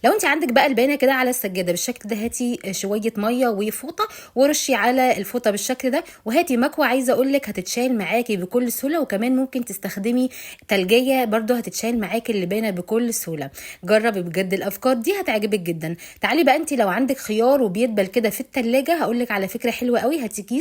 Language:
Egyptian Arabic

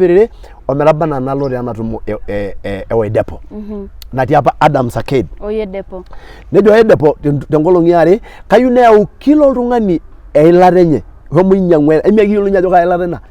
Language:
Masai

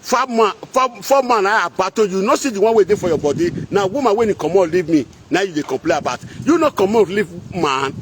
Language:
Nigerian Pidgin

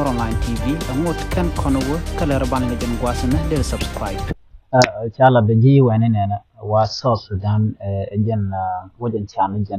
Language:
Nuer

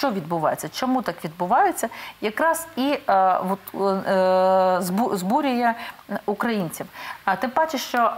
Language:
Ukrainian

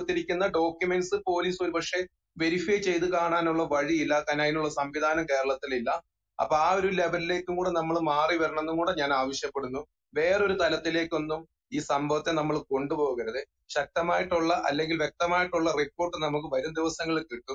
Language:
Malayalam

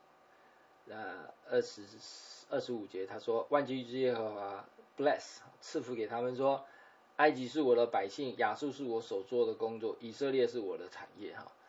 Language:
Chinese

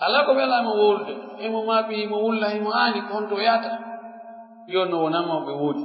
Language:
Pular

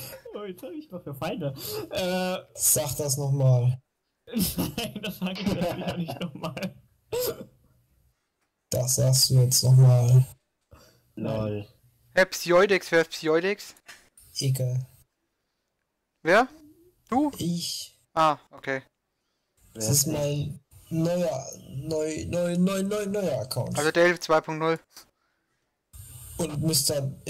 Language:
German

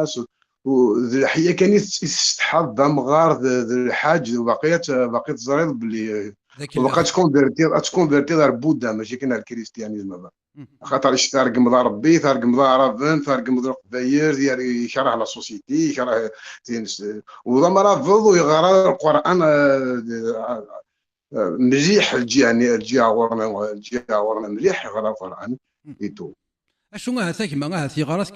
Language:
Kabyle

